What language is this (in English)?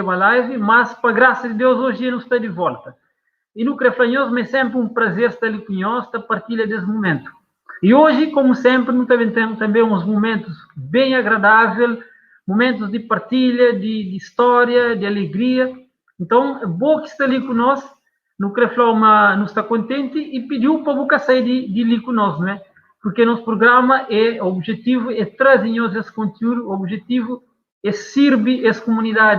Kabuverdianu